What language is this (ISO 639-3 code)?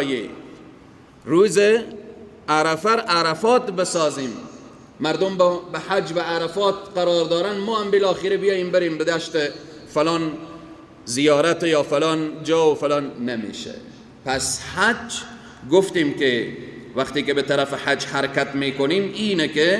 fas